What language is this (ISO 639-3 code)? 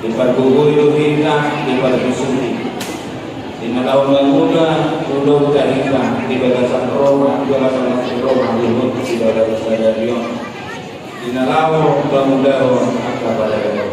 bbc